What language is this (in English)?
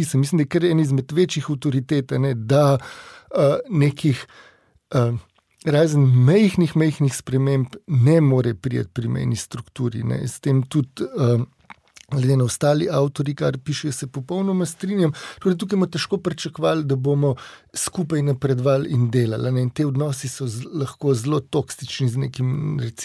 Slovenian